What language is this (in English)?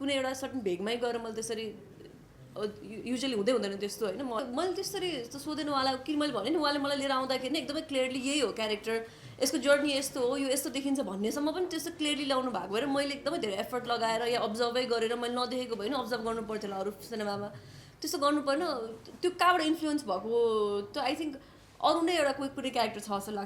Nepali